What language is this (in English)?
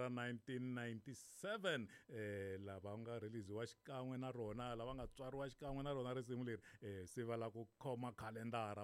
Tsonga